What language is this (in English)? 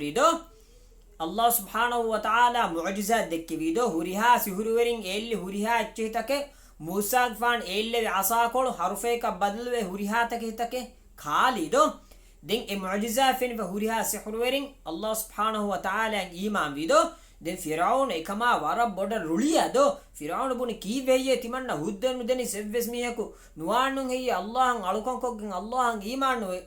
Divehi